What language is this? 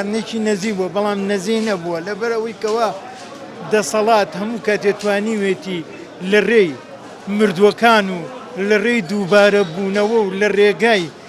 Central Kurdish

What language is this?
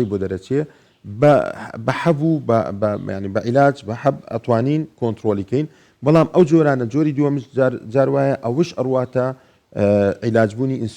Central Kurdish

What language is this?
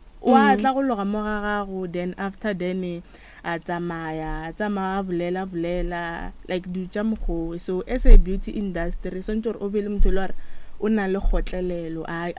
Northern Sotho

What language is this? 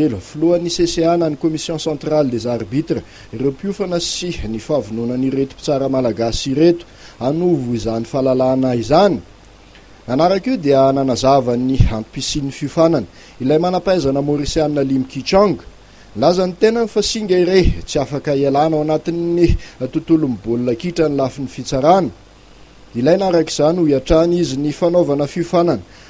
Malagasy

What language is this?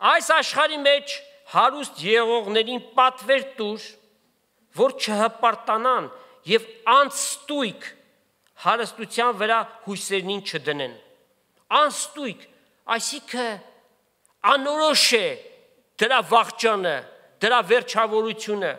Armenian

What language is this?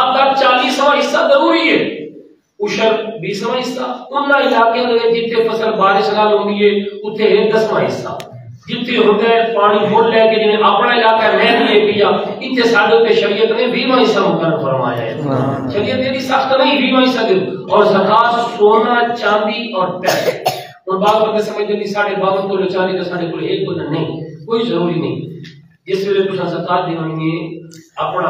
Saraiki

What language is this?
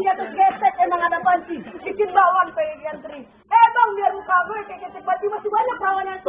Betawi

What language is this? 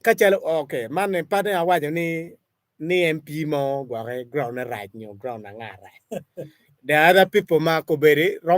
Acoli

